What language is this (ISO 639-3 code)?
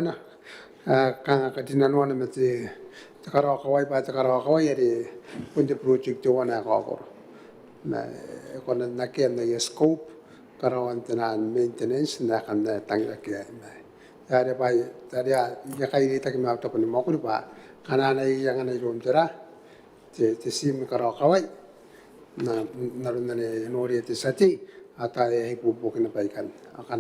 gil